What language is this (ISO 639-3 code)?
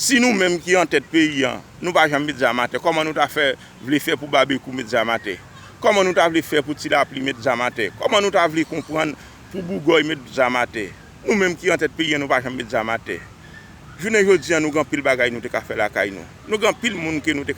hat